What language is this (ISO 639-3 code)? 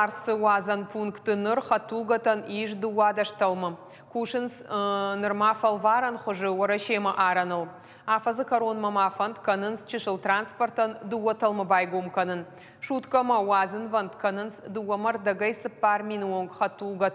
oss